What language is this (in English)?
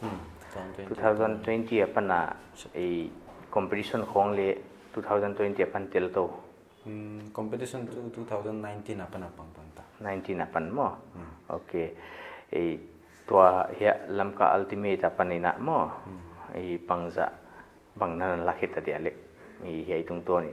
Paite Chin